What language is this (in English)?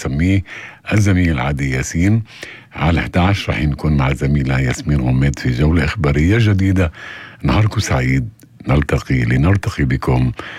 North Levantine Arabic